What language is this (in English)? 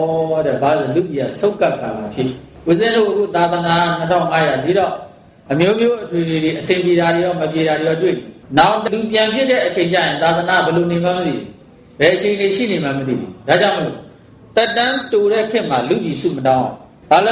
Burmese